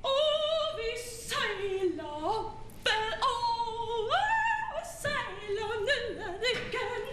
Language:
Faroese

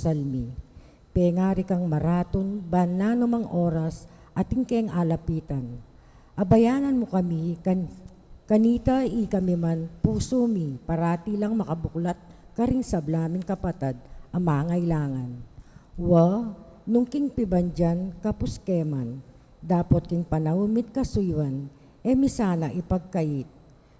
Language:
Pampanga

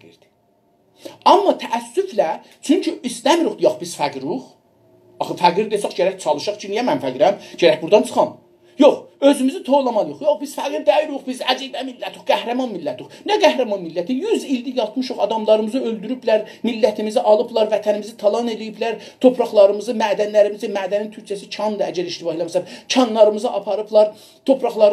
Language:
South Azerbaijani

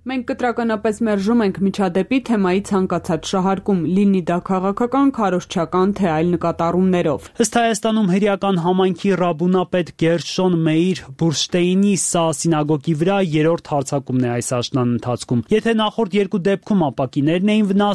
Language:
Armenian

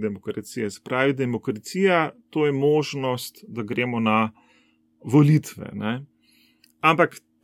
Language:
Slovenian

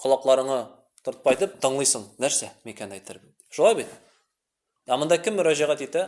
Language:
Tatar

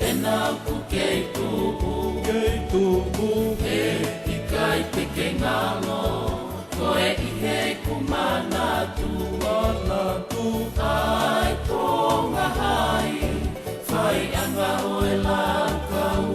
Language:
Tongan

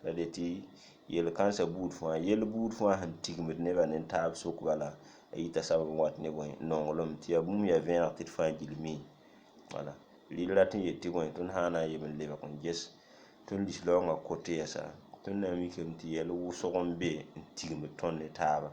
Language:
Mossi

